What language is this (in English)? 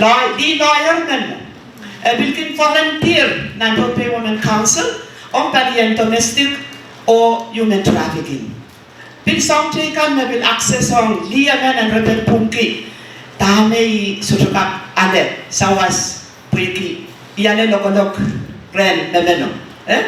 Pohnpeian